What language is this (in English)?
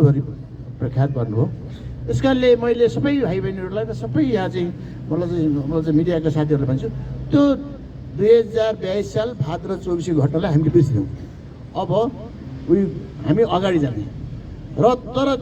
Nepali